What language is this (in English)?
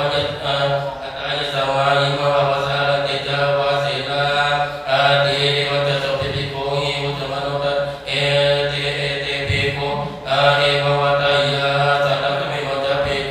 Pali